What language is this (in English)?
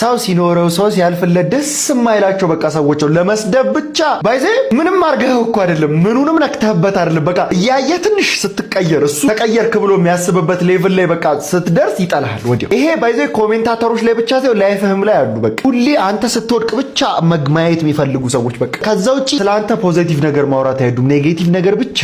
Amharic